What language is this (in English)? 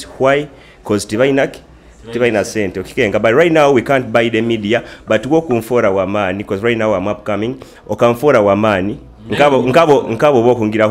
Nyoro